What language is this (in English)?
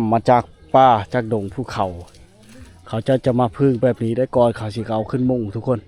Lao